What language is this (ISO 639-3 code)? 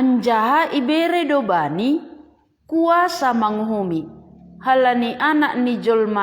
bts